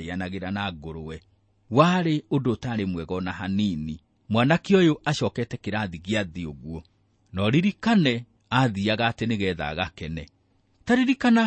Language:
Kikuyu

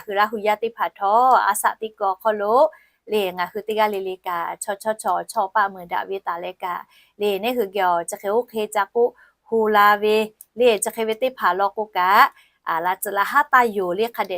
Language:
Lahu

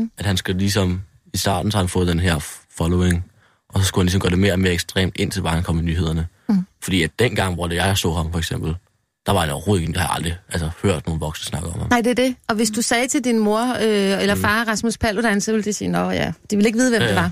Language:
Danish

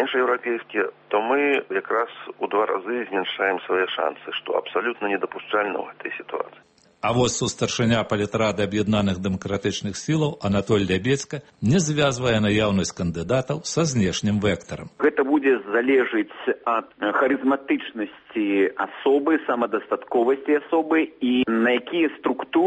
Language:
Belarusian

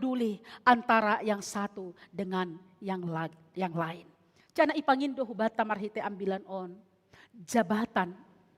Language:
Batak Simalungun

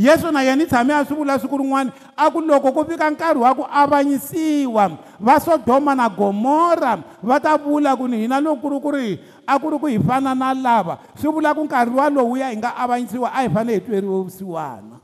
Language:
Tsonga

